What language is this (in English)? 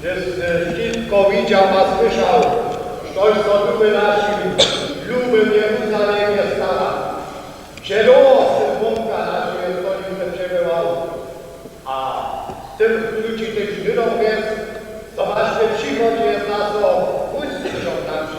Upper Sorbian